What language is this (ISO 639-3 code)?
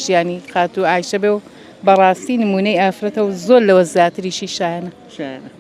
ckb